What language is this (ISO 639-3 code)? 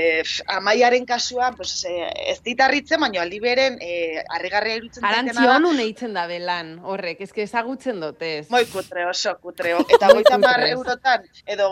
eus